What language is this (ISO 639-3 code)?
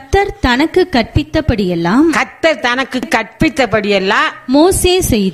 tam